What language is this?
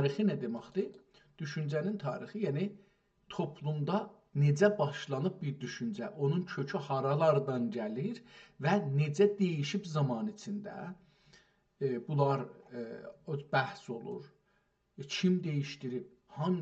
South Azerbaijani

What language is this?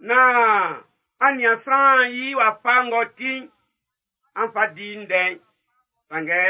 Baoulé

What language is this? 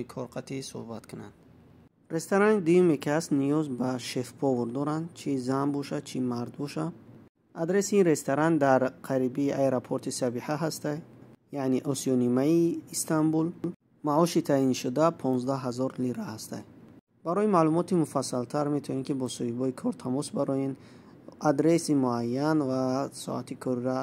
Tajik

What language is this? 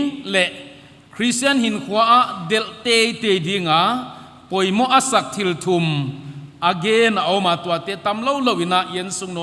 Paite Chin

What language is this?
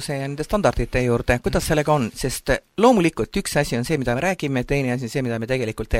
Estonian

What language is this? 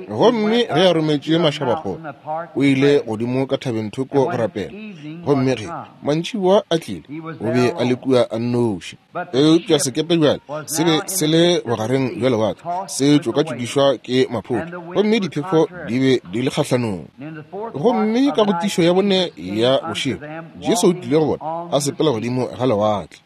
Northern Sotho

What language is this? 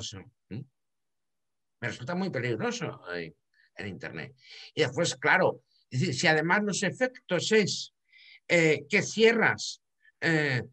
Spanish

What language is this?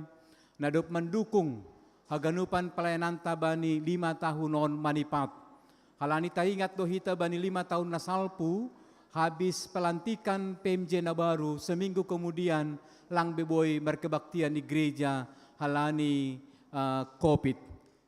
Batak Simalungun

